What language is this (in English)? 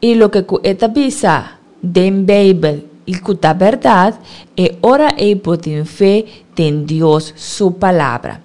Papiamento